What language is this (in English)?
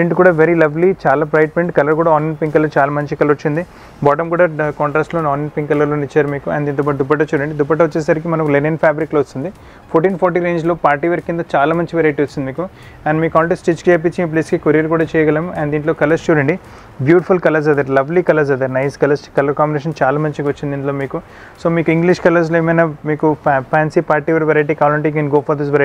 Telugu